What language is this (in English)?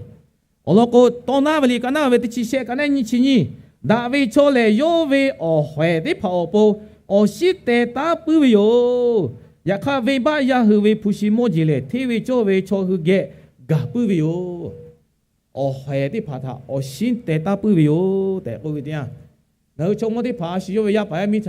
Lahu